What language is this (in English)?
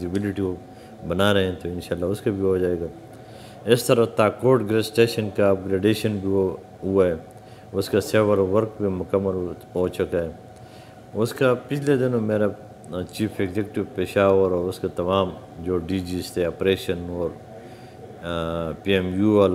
Urdu